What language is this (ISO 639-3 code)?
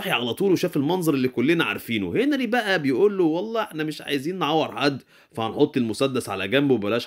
arz